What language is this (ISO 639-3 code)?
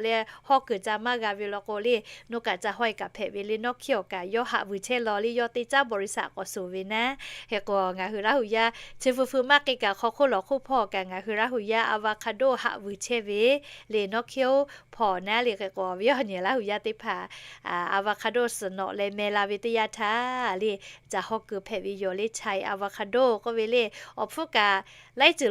lhu